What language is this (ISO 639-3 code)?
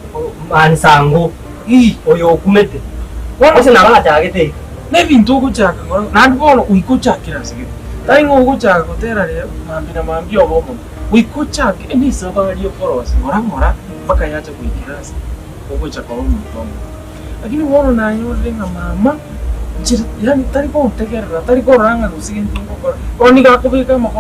guz